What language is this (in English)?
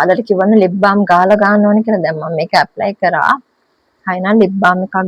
Sinhala